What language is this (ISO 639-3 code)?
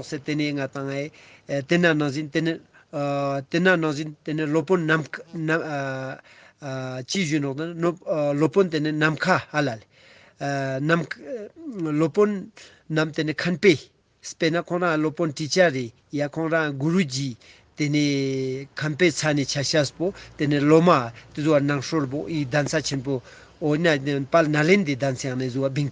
lbj